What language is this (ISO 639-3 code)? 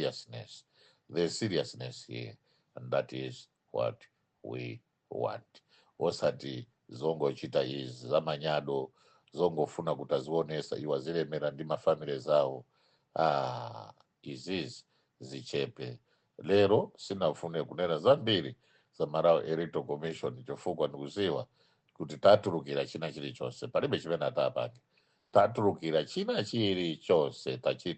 nya